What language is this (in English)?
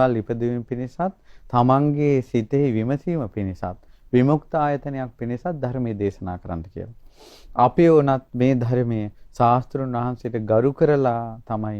Sinhala